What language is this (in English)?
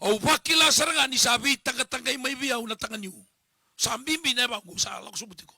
Fijian